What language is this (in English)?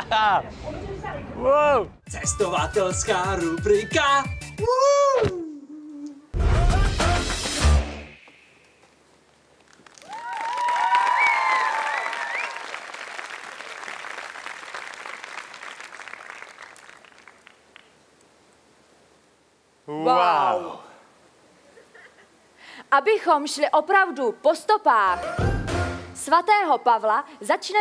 Czech